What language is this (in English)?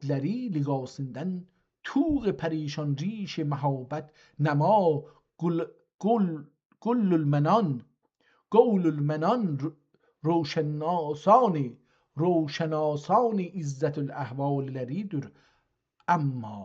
South Azerbaijani